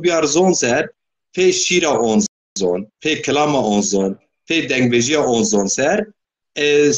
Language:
Zaza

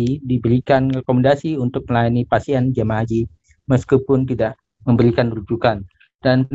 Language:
Indonesian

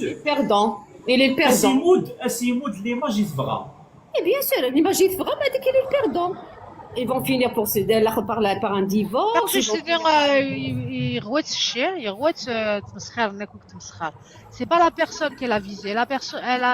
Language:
Kabyle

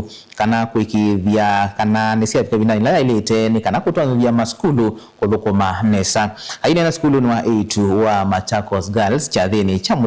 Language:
Kamba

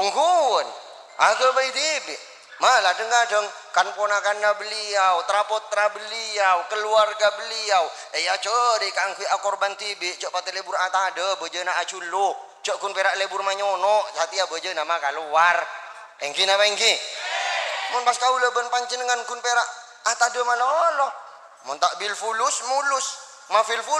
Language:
Madurese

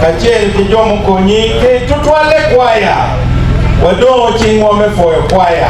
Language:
Acoli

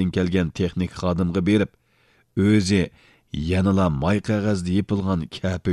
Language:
Uyghur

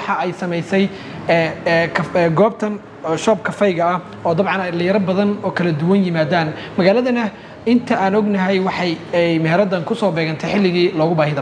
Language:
Somali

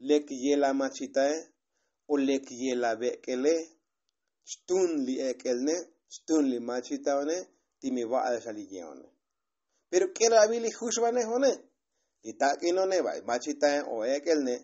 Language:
Tzotzil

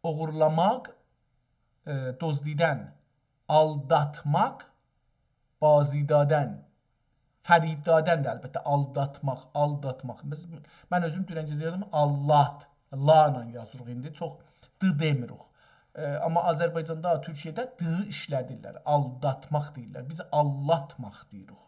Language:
South Azerbaijani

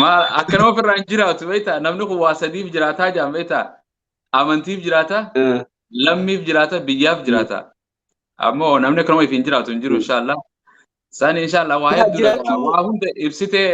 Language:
Oromo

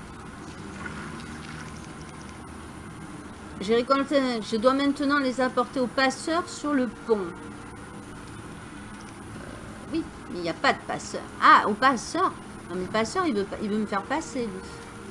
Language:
French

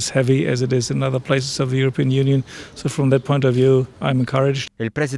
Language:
Maltese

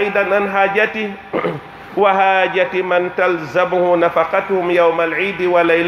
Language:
Pular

